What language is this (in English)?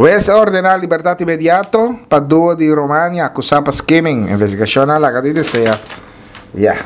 Papiamento